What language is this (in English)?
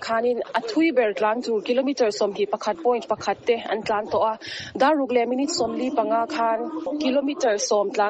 Mizo